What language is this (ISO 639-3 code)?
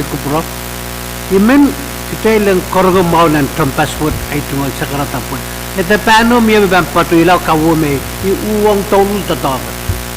pon